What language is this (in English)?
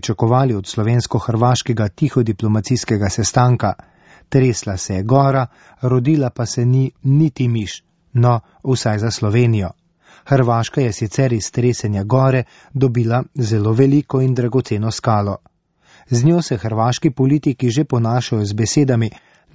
Slovenian